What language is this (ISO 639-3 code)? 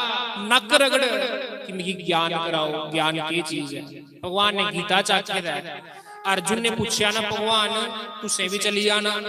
doi